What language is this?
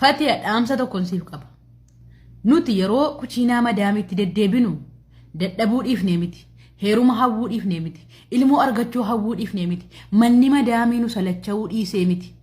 Oromo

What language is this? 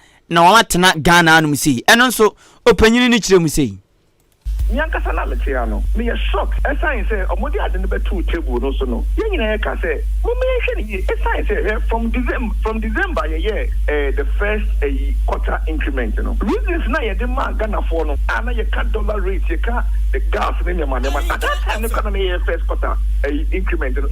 Akan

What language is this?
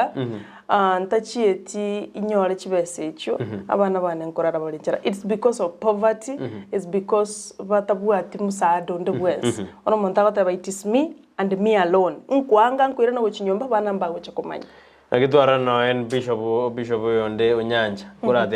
Gusii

